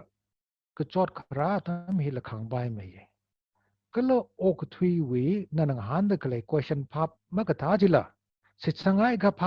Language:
Tangkhul Naga (India)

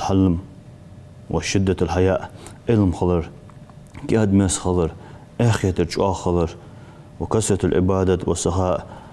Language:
Ingush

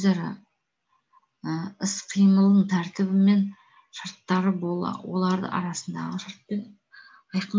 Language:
Kazakh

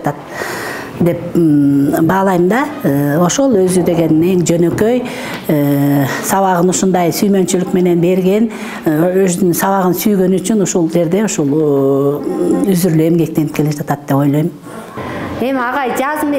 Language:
Kyrgyz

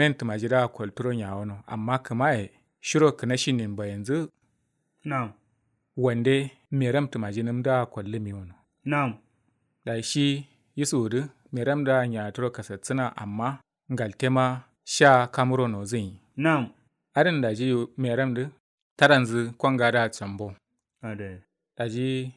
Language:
Kanuri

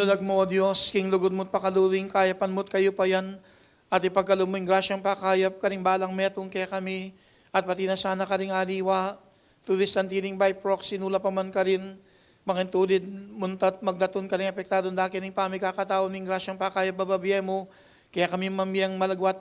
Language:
Pampanga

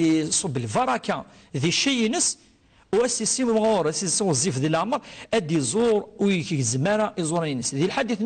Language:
Kabyle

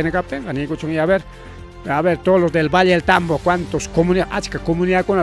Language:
Ayacucho Quechua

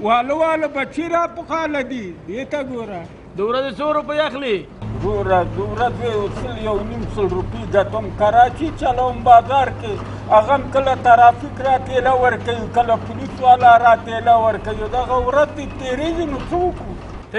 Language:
Pashto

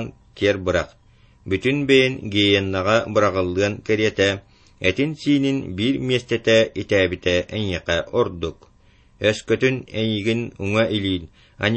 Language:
Yakut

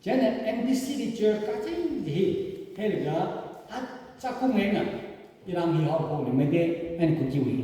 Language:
Tangkhul Naga (India)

